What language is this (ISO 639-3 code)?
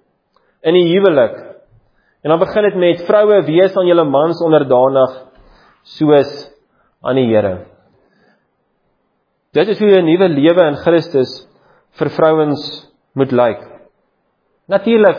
afr